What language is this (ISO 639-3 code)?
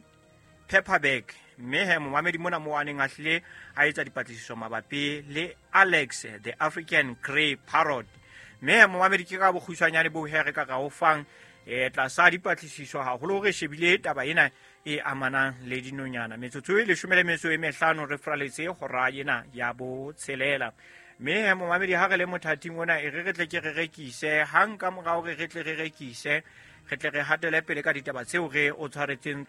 sot